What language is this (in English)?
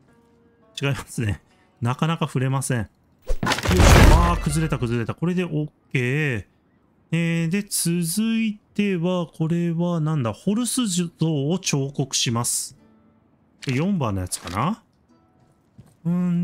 Japanese